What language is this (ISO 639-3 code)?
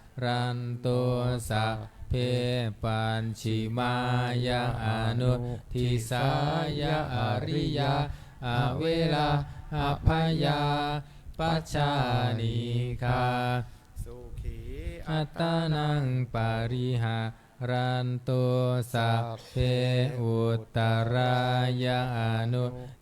pli